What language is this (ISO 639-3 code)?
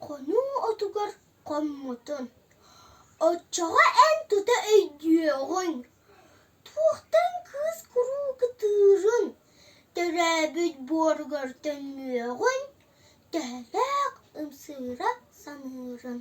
sah